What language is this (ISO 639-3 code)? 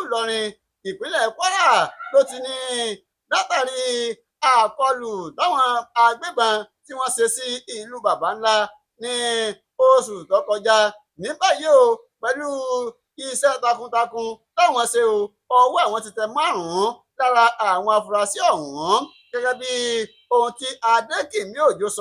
yor